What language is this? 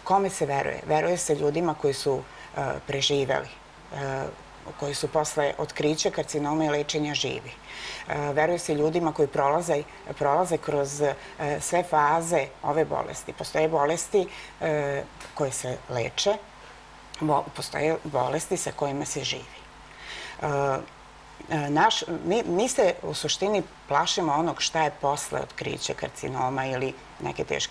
Serbian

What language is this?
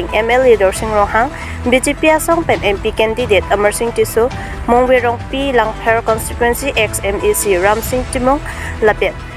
Karbi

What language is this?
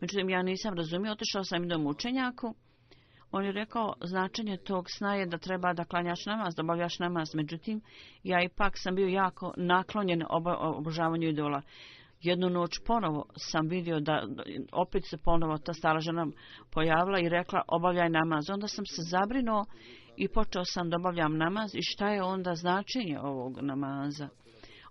Bosnian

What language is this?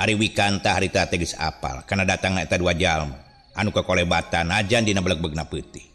Sundanese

